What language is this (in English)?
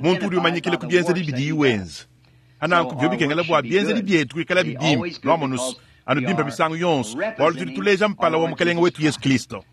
Luba-Lulua